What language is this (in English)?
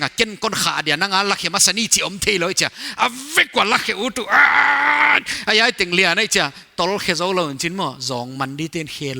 Paite Chin